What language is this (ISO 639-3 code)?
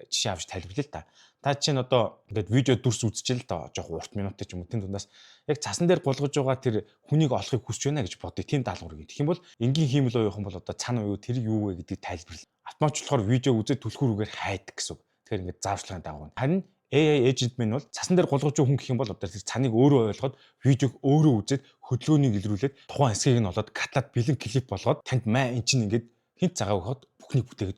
mon